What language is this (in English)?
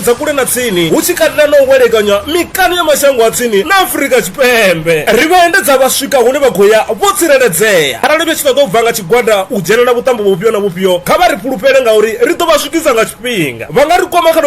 Venda